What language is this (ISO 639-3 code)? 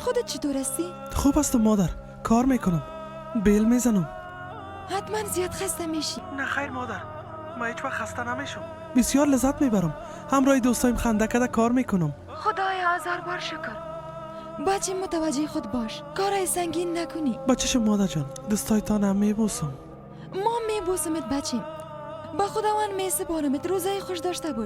fas